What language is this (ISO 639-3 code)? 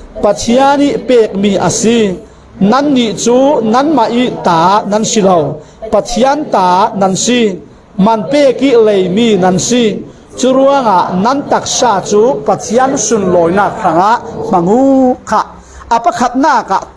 cfm